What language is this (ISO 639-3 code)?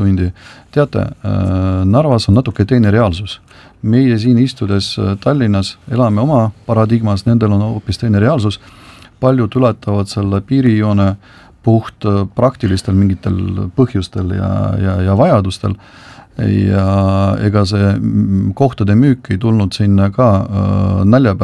est